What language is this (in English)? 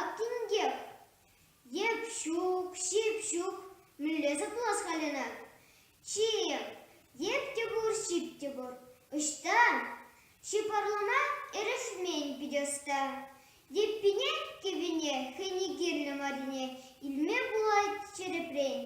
Chuvash